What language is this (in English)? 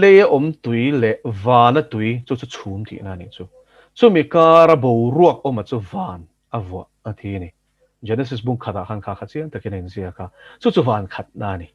Mizo